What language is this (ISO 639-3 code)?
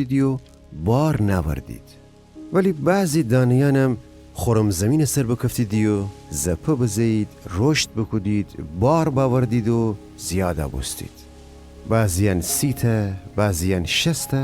glk